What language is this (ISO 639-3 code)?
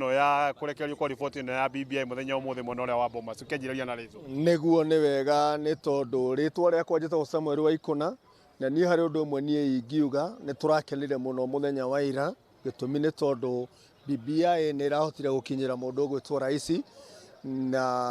kik